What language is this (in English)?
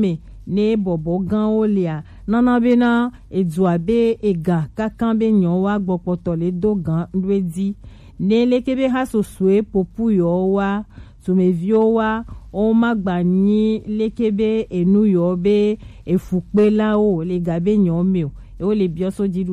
Gen